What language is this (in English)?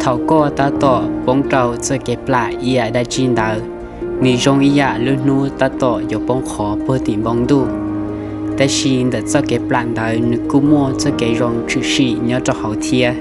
Hmong